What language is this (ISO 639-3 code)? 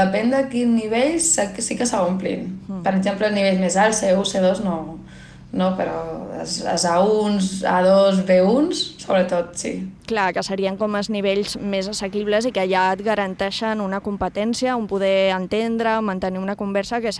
cat